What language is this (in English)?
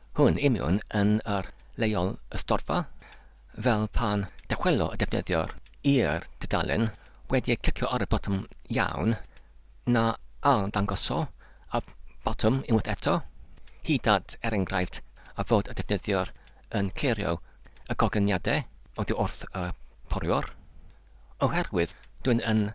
Welsh